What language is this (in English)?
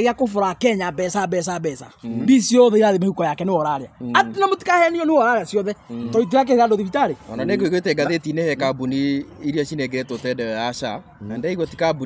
Kikuyu